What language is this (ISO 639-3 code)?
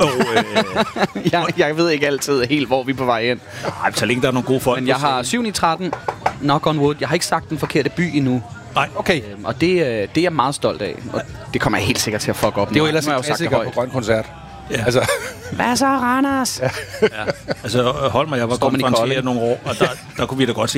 dan